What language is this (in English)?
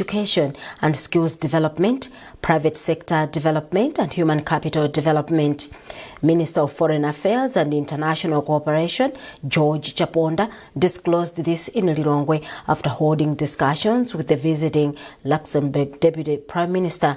English